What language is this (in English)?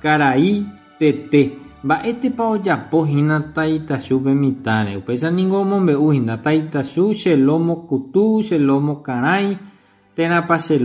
Guarani